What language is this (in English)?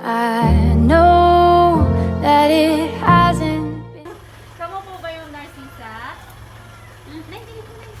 Waray